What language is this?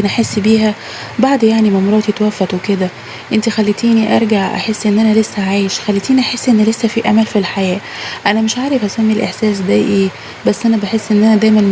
Egyptian Arabic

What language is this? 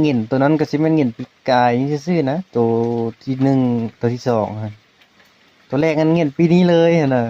Northeastern Thai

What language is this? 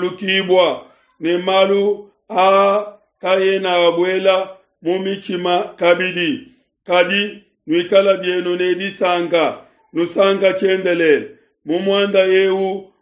Luba-Lulua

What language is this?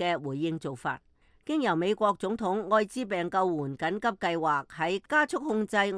Cantonese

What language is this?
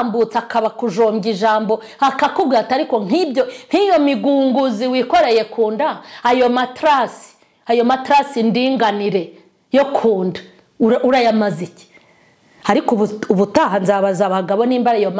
Kinyarwanda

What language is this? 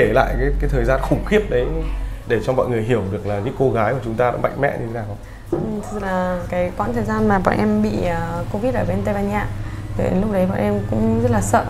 Vietnamese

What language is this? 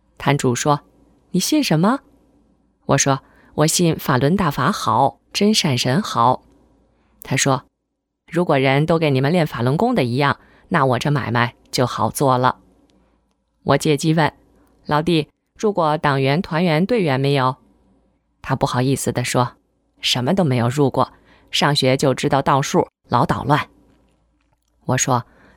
Chinese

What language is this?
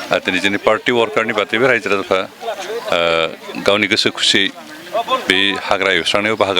Bodo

